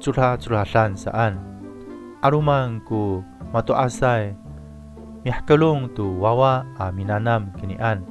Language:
Amis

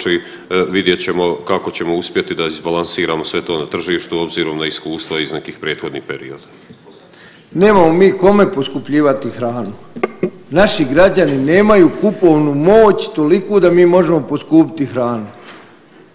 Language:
Bosnian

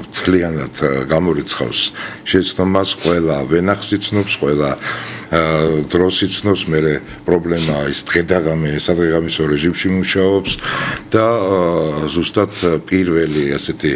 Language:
Georgian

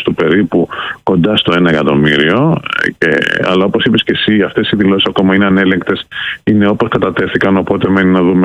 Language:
Greek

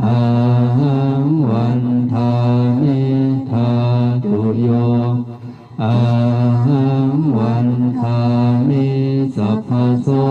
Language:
Pali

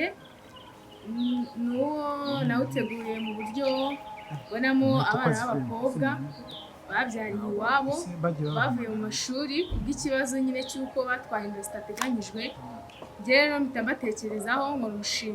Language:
Kinyarwanda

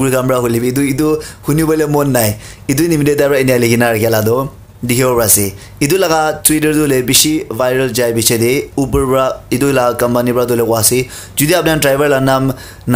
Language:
Naga Pidgin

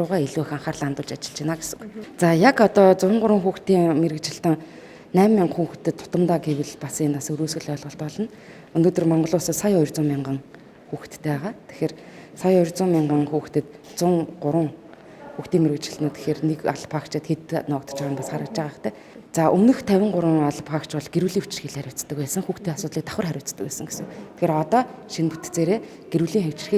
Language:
Mongolian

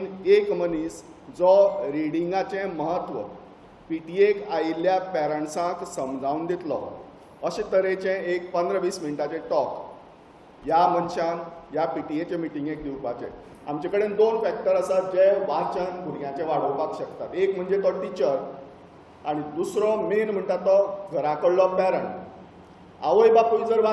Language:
Konkani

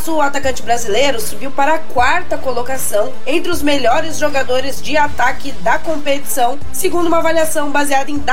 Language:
Portuguese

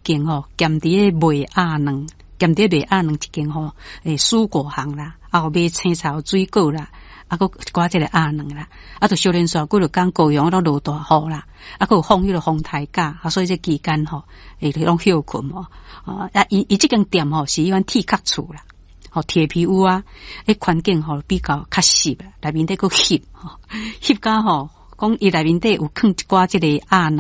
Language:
Min Nan Chinese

